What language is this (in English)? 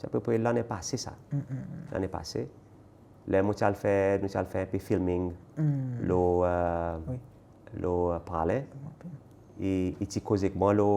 Seselwa Creole French